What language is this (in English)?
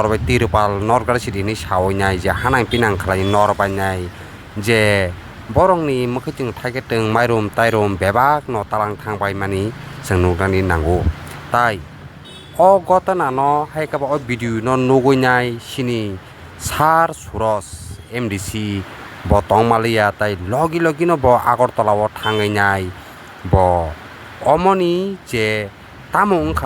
Kok Borok